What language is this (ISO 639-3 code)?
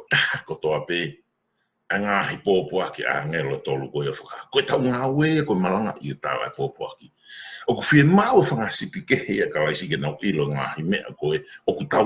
ton